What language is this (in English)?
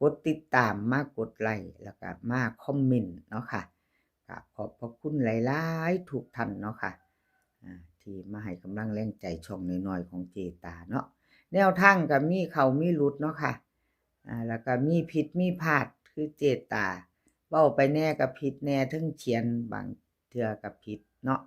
Northeastern Thai